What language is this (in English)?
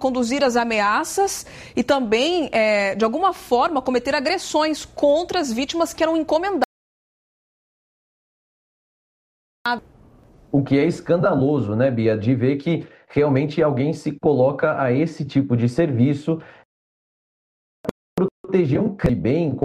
Portuguese